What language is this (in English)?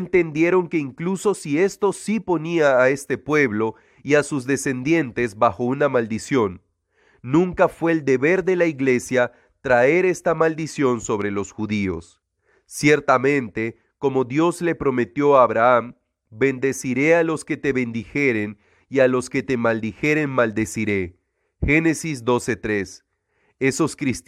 Spanish